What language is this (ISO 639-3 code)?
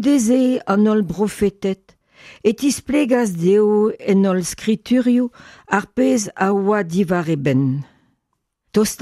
bre